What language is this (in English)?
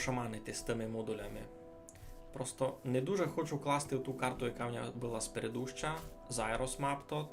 Rusyn